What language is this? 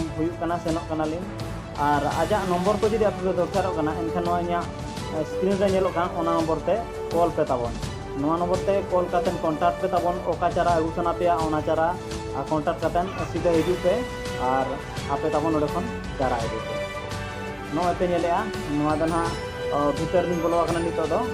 Santali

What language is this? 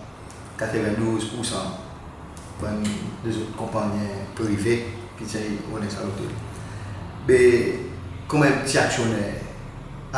Seselwa Creole French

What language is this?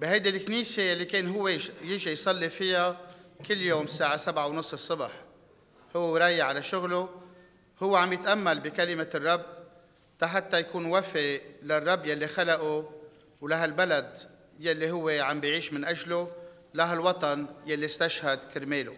North Levantine Arabic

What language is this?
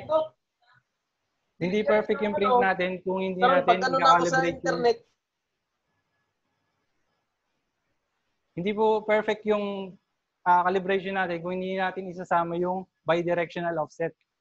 Filipino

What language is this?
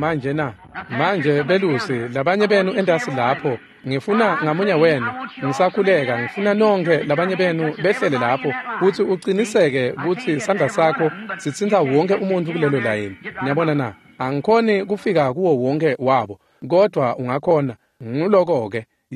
Swati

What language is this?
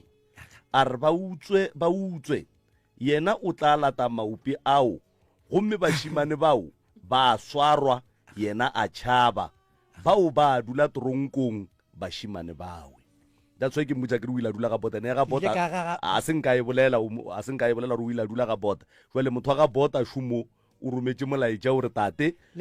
Northern Sotho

